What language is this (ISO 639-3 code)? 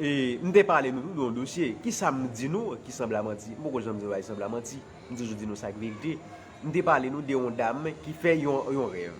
hat